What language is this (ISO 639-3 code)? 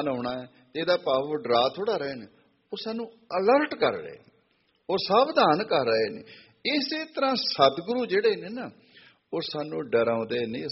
pan